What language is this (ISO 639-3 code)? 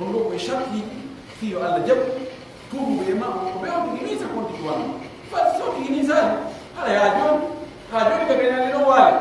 fuf